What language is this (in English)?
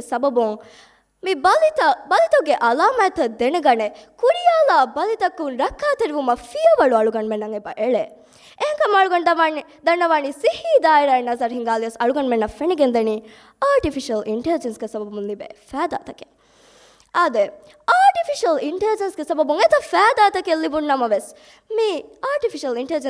Divehi